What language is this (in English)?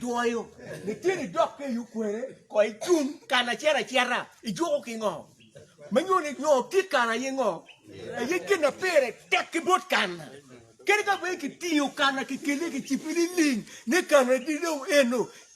Acoli